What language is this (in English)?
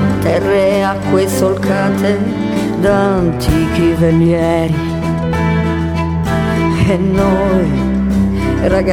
Italian